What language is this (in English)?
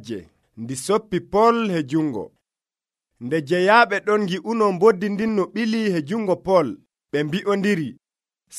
Nigerian Fulfulde